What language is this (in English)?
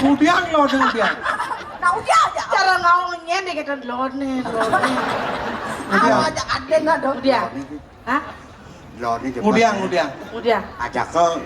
Balinese